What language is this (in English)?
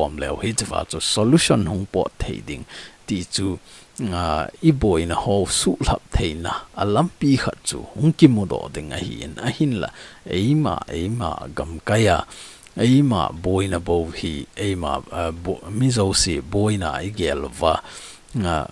Thado Chin